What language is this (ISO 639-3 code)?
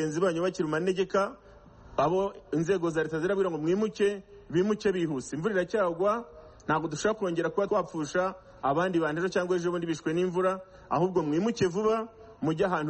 kin